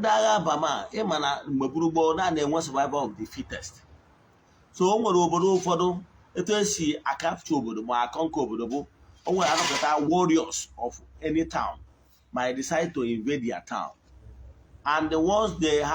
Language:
Igbo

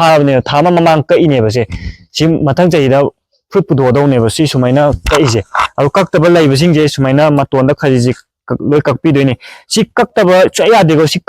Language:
Manipuri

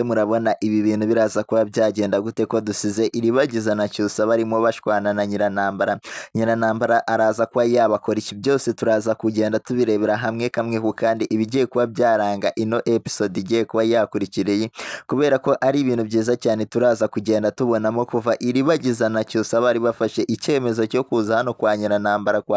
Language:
Kinyarwanda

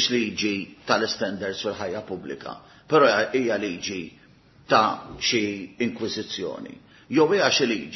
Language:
Maltese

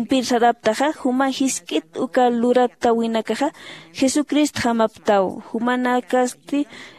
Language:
Aymara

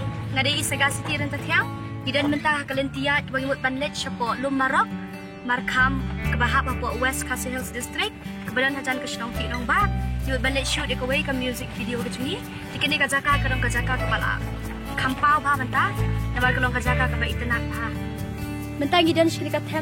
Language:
Khasi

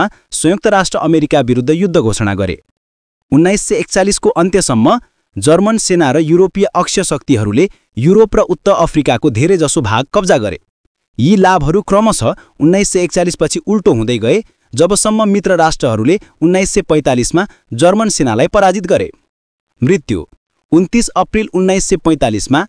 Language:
Nepali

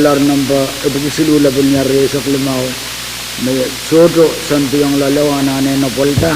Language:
Pohnpeian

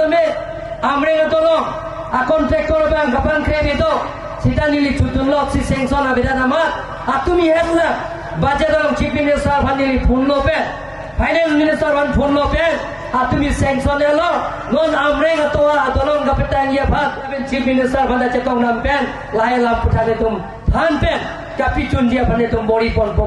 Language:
Karbi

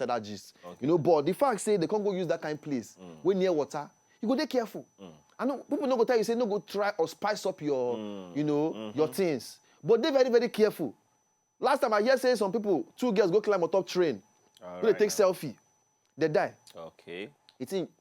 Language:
Nigerian Pidgin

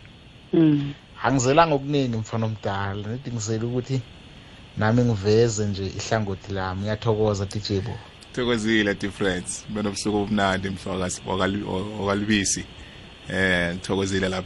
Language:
South Ndebele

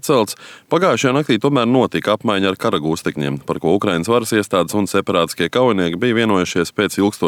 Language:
Latvian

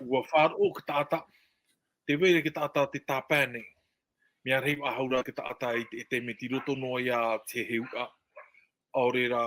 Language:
Tahitian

